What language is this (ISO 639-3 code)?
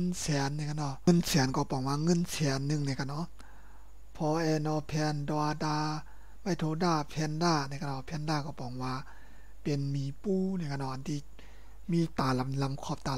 shn